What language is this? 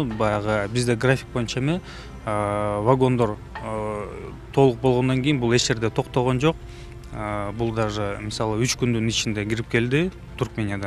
Kyrgyz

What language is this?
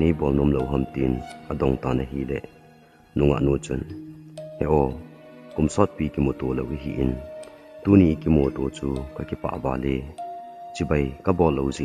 Thado Chin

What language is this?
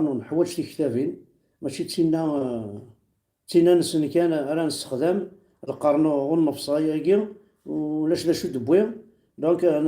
Kabyle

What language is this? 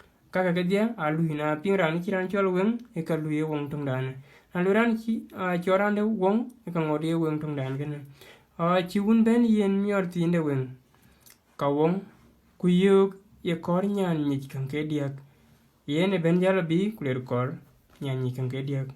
Dinka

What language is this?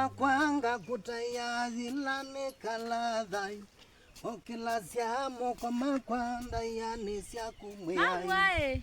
Kamba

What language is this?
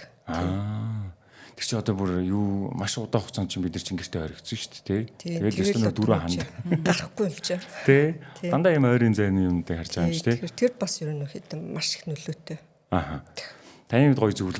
Mongolian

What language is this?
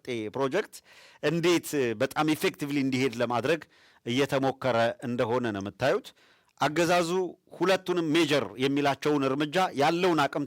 Amharic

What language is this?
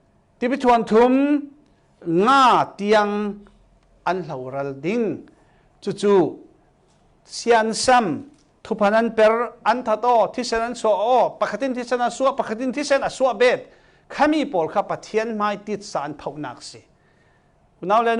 Falam Chin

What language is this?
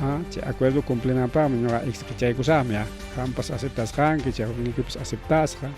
Ayacucho Quechua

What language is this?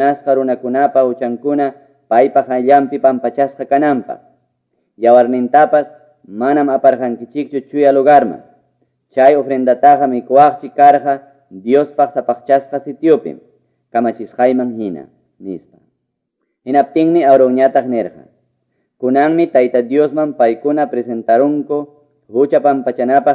Quechua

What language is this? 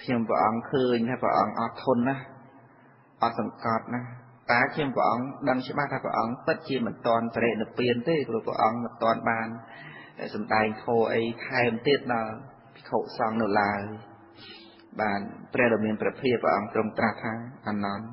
Khmer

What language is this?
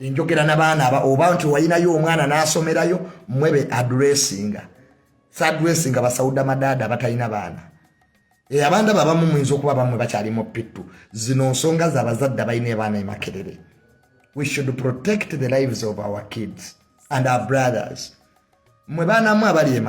Ganda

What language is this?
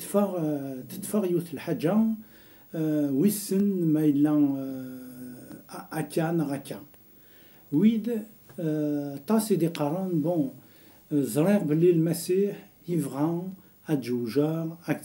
Kabyle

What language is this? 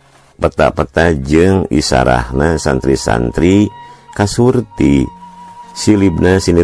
Sundanese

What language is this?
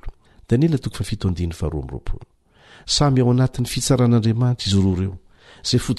Malagasy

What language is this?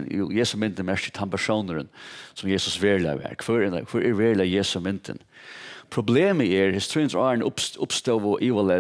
Faroese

